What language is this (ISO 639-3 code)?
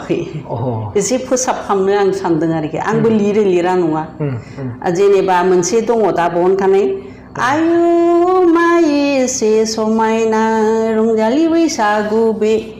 brx